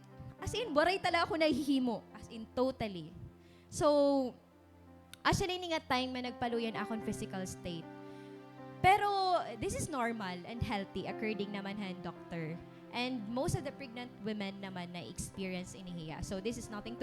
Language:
Waray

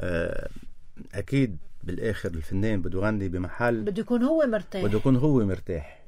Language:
North Levantine Arabic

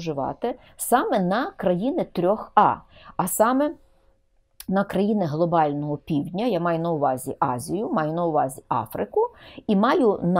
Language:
Ukrainian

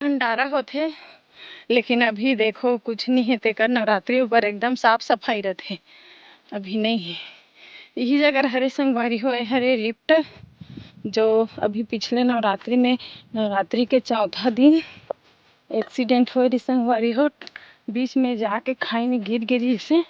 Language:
Chhattisgarhi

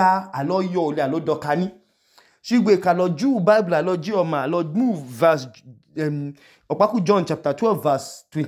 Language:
Idoma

